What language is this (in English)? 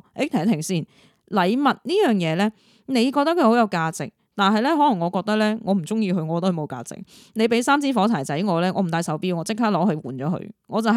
Cantonese